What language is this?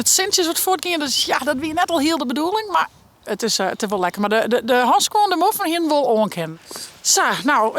Western Frisian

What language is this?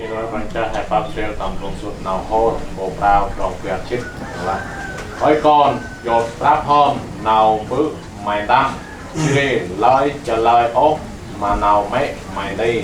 Central Mnong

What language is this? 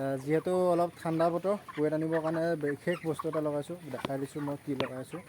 Assamese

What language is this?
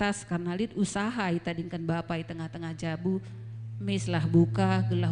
Batak Karo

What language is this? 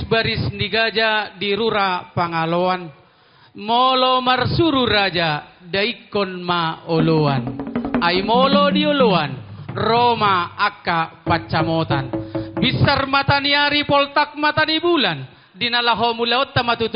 Batak Toba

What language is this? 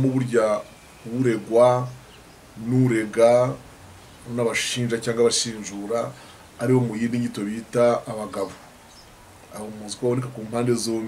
Kinyarwanda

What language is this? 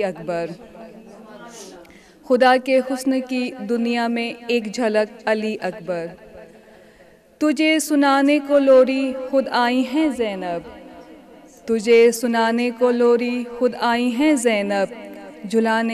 Urdu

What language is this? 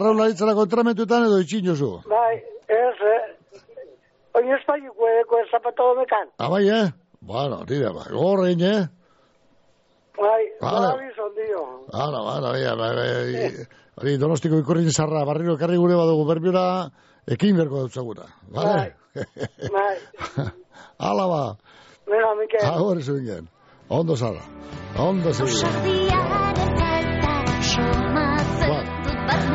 Basque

